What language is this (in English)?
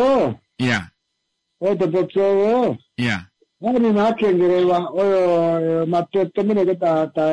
Kuanyama